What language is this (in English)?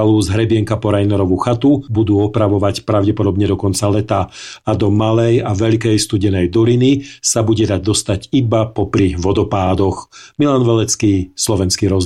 Slovak